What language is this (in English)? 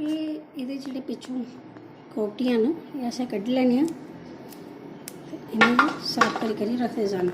Dogri